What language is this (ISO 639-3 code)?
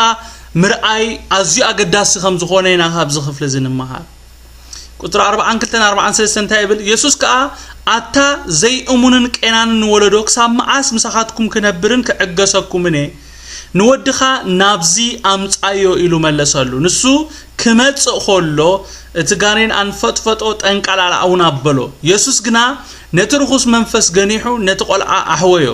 tir